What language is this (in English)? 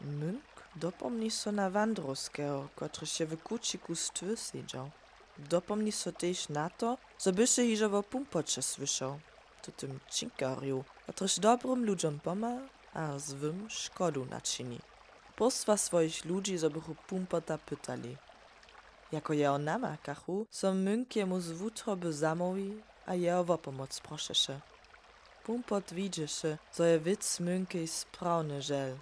Upper Sorbian